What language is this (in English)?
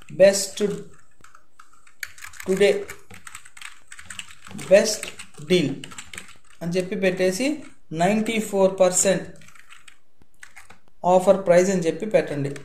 Telugu